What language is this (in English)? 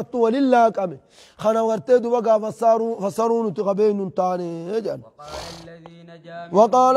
Oromo